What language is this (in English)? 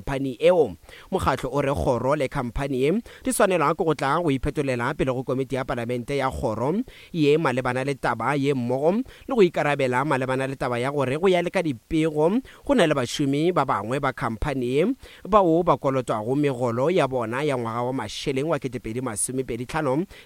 Northern Sotho